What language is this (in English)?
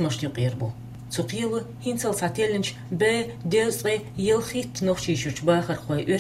Chechen